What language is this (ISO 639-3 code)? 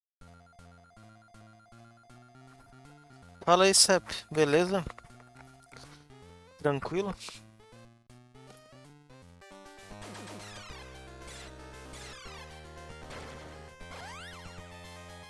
por